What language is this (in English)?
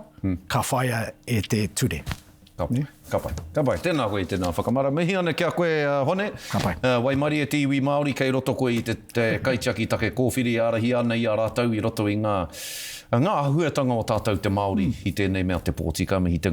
Māori